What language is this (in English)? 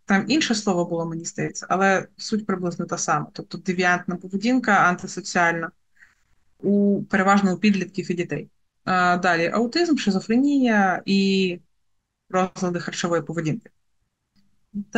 Ukrainian